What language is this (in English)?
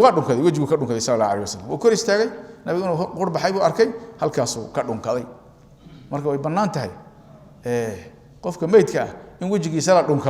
Somali